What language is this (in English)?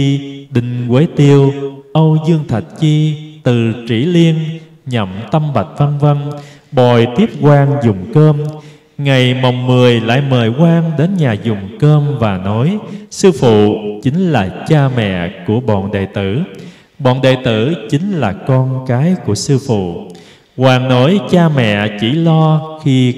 Vietnamese